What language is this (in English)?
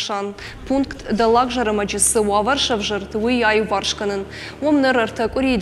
Ossetic